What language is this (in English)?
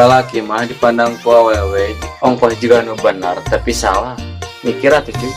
Sundanese